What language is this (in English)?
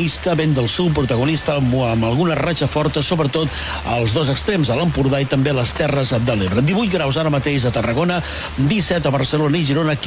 Catalan